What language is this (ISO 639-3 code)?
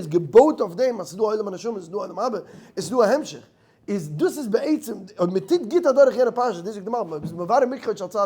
yid